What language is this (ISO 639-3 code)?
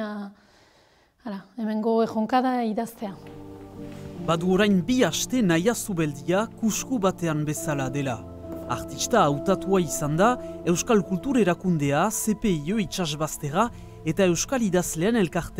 eus